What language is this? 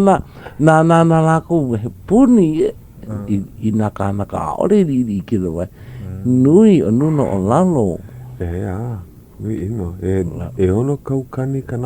Hawaiian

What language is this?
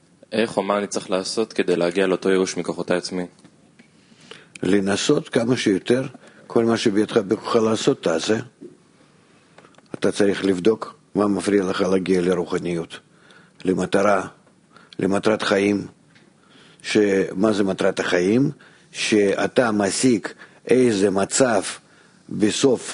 Hebrew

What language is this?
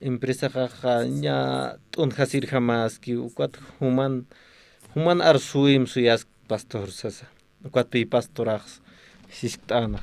Aymara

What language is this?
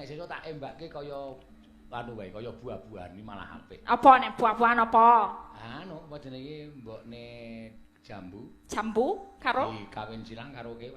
Javanese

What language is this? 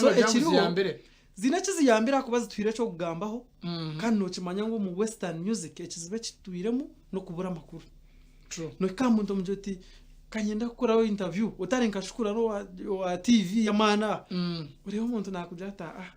Nyankole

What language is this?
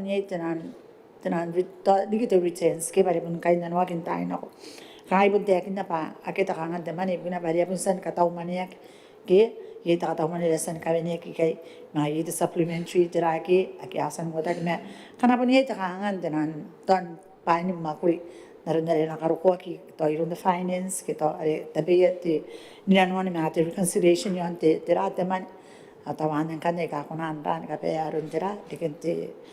Gilbertese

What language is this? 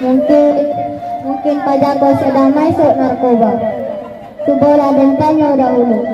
Minangkabau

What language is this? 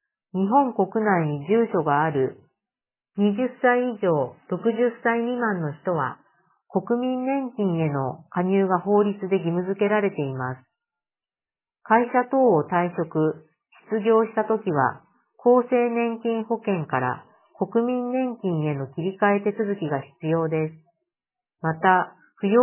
Japanese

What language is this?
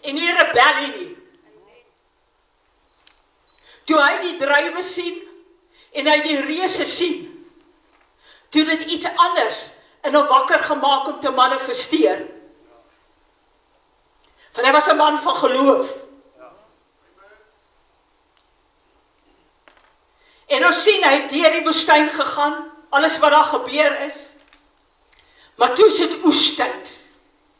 Afrikaans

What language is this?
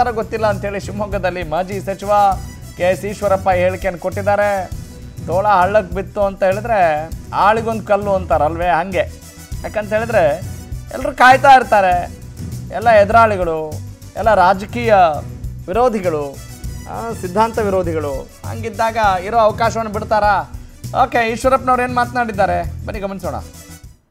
Kannada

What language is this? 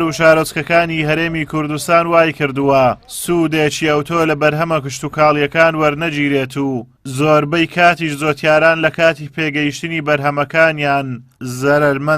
Central Kurdish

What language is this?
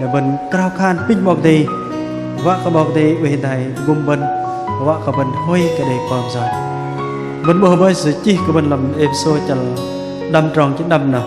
Bahnar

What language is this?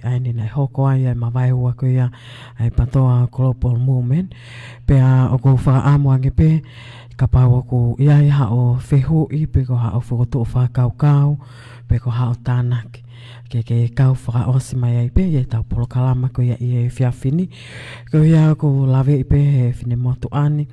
Tongan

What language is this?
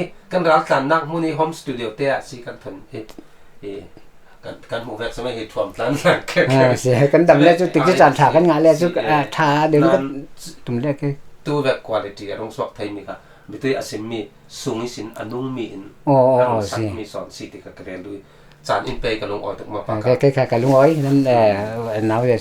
Falam Chin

